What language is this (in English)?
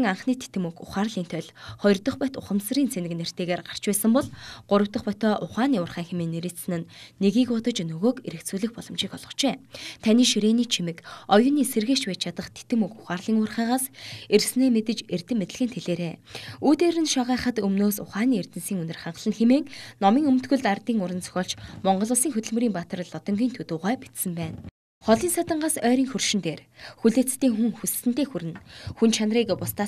Mongolian